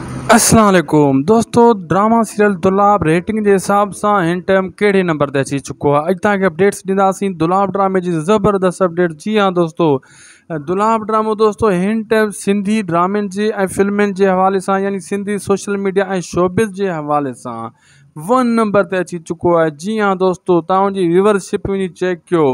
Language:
Sindhi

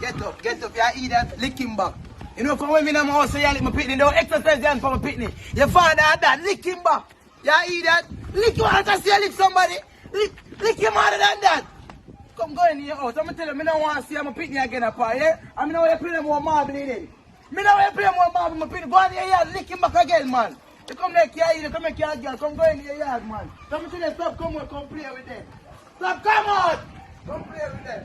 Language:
Jamaican Creole English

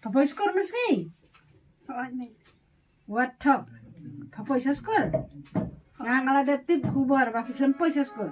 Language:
Khasi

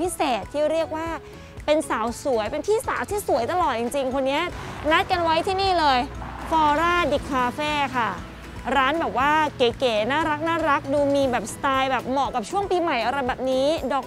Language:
Thai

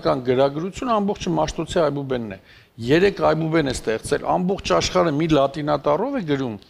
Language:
Armenian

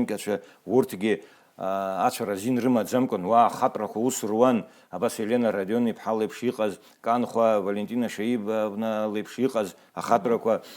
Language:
Abkhazian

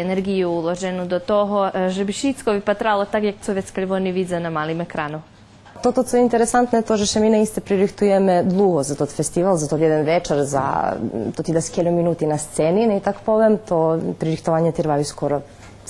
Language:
Rusyn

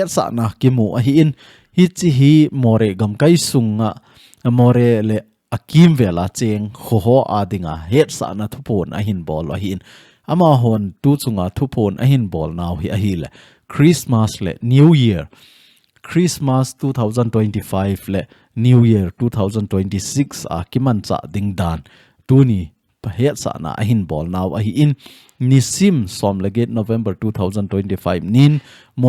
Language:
Thado Chin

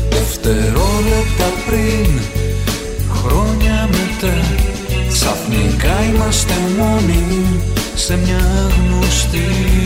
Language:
Greek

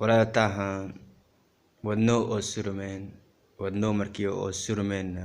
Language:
Somali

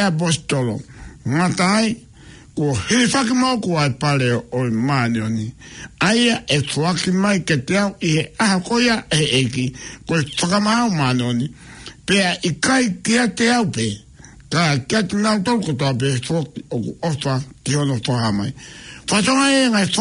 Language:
Tongan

